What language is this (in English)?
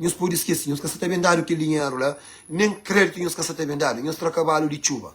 Kabuverdianu